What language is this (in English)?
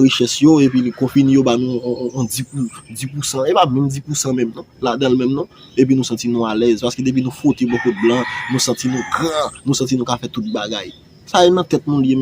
Haitian Creole